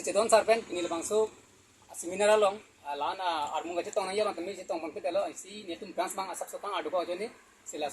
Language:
Karbi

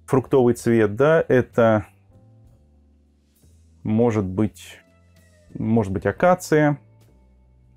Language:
Russian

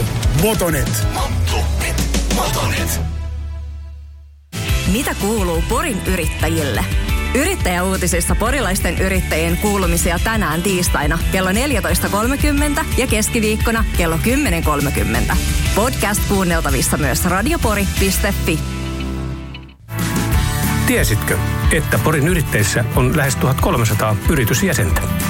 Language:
Finnish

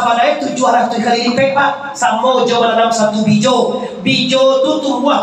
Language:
Minangkabau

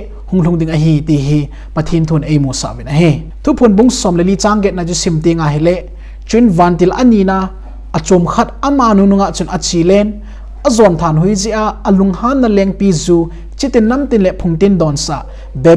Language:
Thado Chin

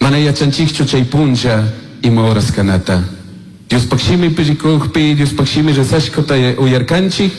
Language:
Chimborazo Highland Quichua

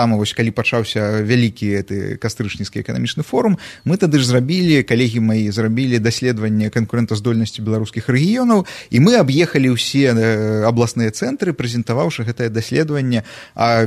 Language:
Belarusian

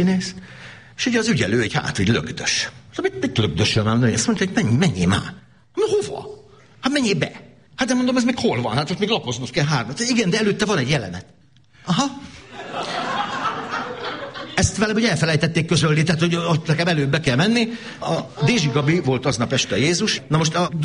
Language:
Hungarian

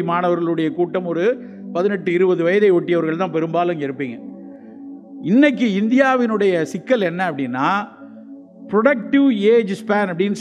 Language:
Tamil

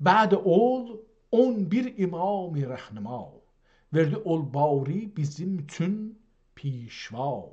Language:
South Azerbaijani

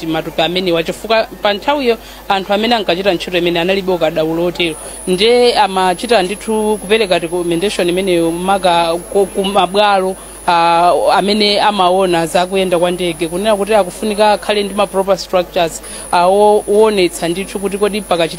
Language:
Nyanja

